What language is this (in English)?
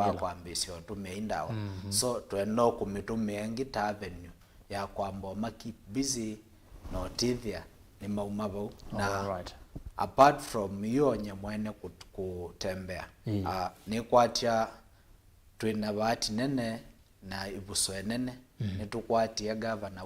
Kamba